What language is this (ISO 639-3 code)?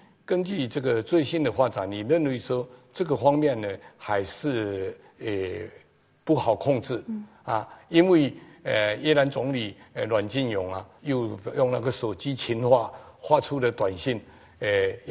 zho